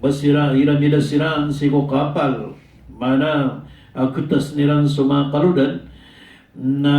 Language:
Maranao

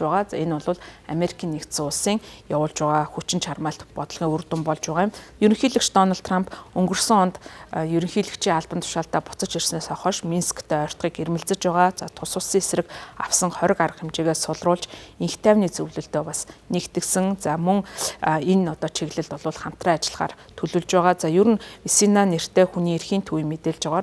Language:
Mongolian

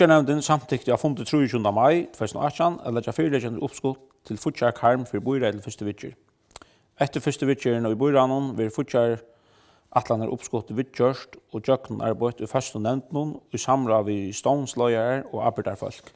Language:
Faroese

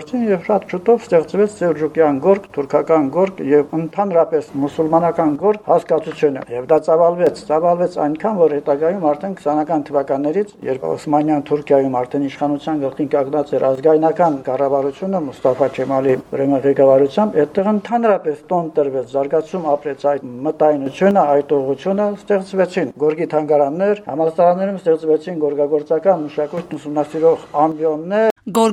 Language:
Armenian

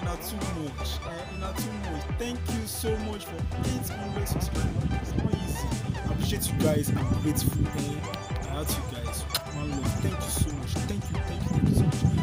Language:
English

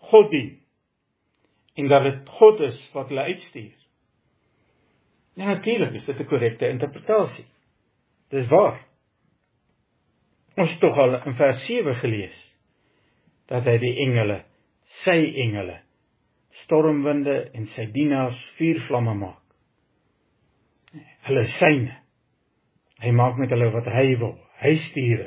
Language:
Afrikaans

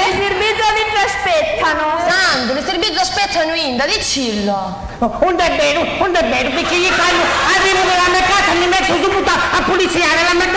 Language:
Sicilian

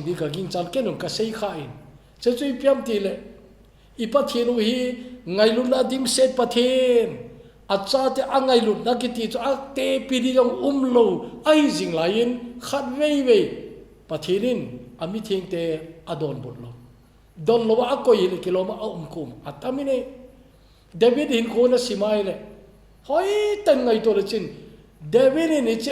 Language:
Thado Chin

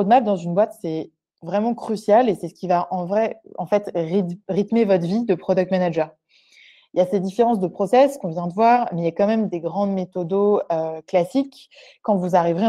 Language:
French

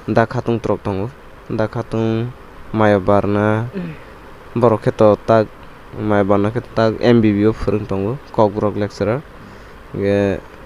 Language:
Kok Borok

